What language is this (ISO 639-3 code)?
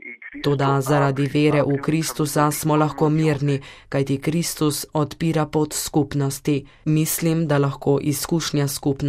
slv